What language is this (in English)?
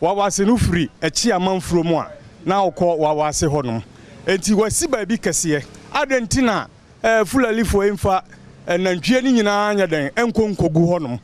Akan